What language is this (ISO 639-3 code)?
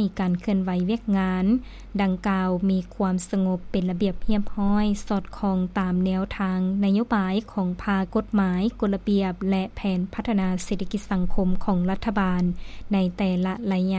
lao